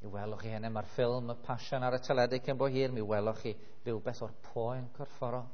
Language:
Welsh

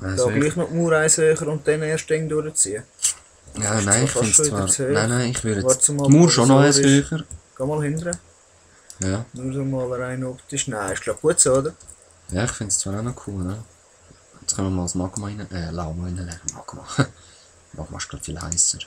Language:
Swiss German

